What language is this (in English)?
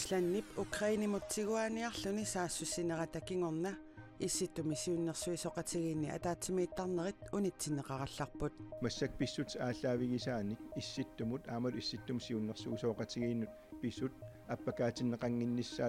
Kalaallisut